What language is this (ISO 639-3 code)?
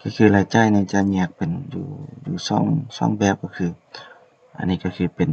lao